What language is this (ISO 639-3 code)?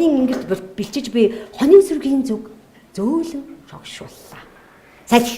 mon